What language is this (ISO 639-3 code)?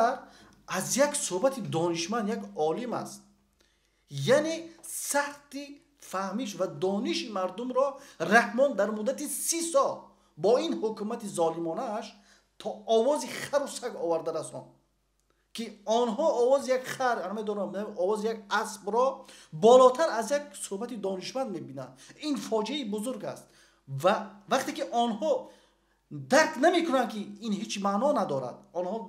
tgk